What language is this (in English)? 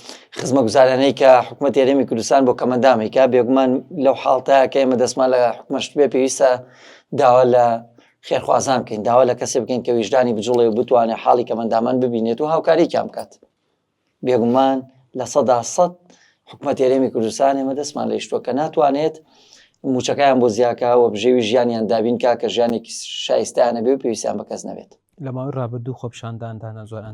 Central Kurdish